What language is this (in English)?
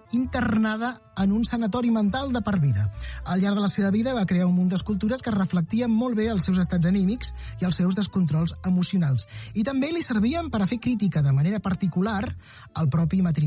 Catalan